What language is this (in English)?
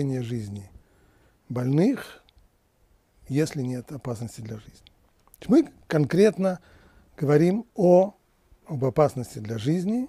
Russian